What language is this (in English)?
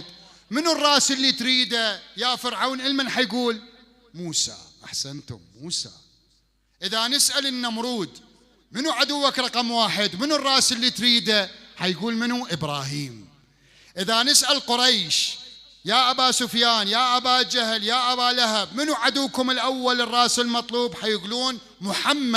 Mesopotamian Arabic